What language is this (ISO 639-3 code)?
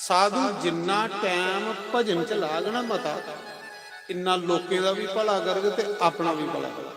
doi